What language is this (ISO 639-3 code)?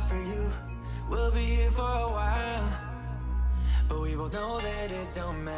fra